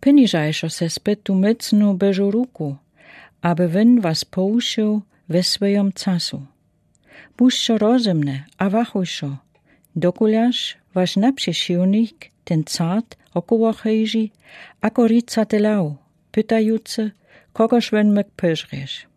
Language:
Lower Sorbian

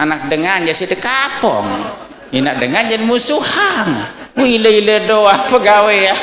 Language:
Sasak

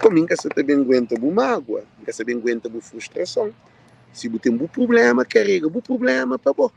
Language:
Kabuverdianu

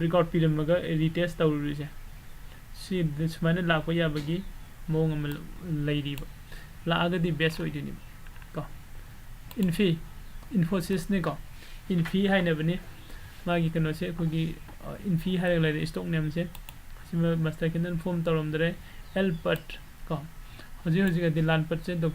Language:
Manipuri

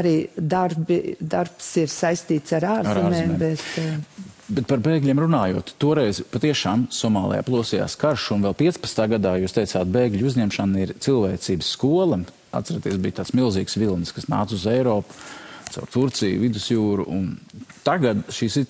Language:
Latvian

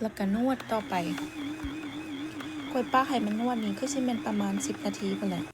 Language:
Lao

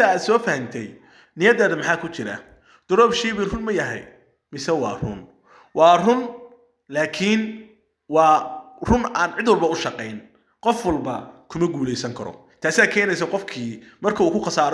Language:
Somali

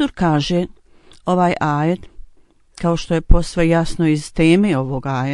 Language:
Bosnian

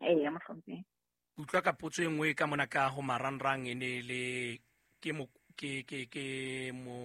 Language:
Southern Sotho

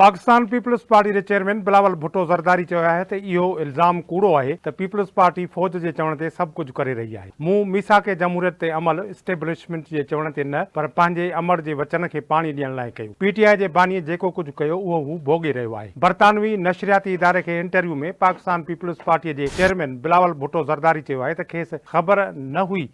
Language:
Sindhi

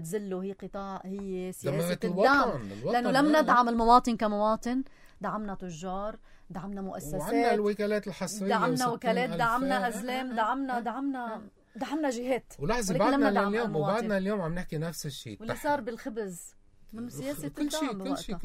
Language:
North Levantine Arabic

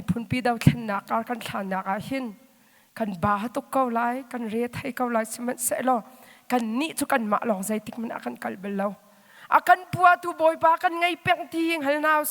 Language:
Hakha Chin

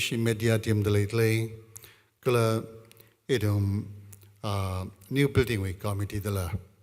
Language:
Tangkhul Naga (India)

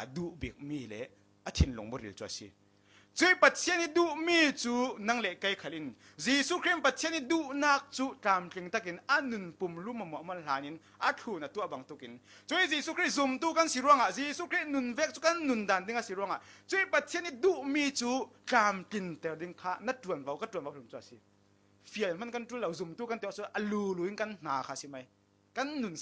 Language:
Falam Chin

